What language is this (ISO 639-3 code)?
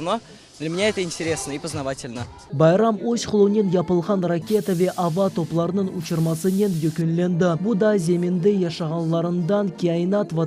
crh